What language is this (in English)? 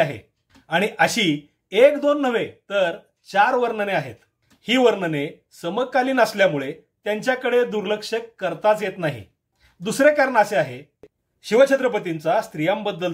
Marathi